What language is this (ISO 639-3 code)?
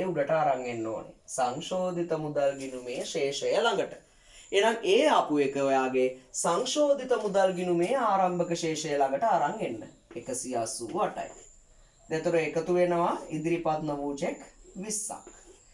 sin